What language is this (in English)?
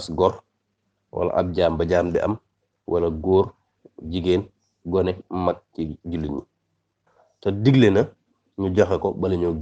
Wolof